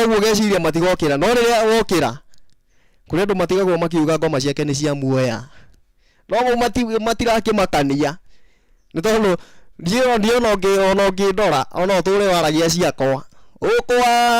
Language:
Kikuyu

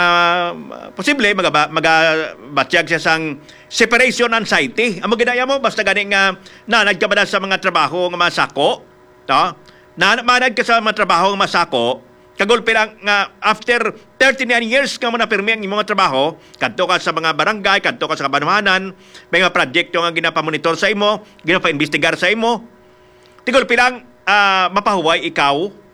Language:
Hiligaynon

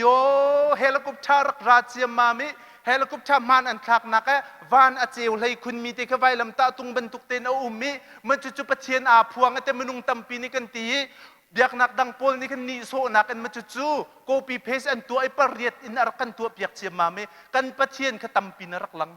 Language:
Hakha Chin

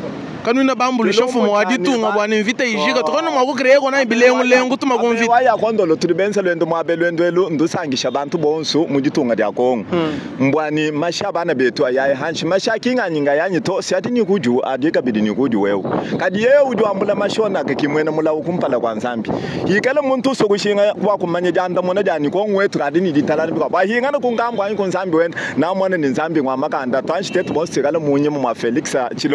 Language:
Luba-Lulua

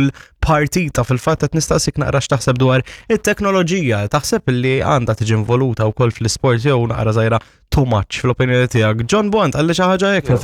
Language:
Maltese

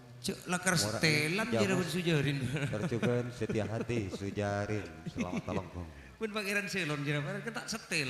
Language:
Madurese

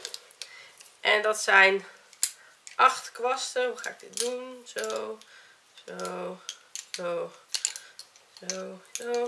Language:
Dutch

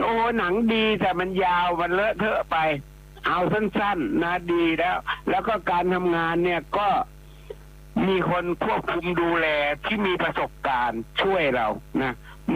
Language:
Thai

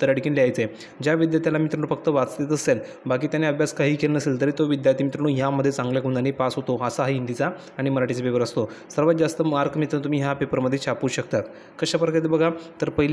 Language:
Marathi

